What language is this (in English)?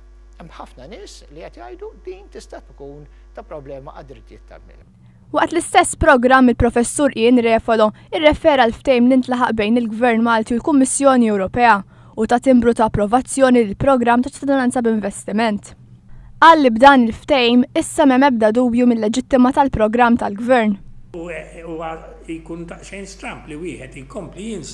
Maltese